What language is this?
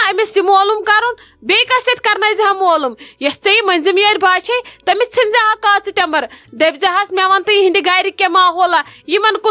Kashmiri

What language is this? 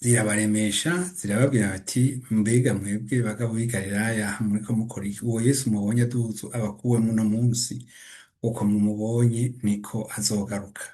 Rundi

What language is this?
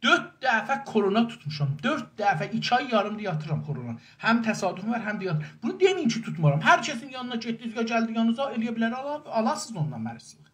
South Azerbaijani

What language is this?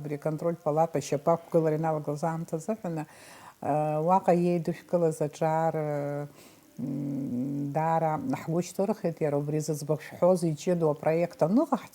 Abkhazian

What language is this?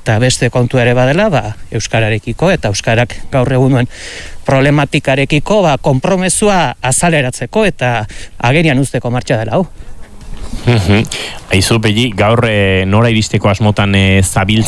Basque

